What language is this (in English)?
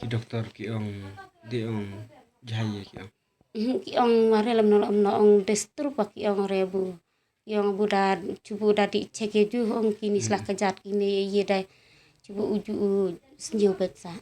Khasi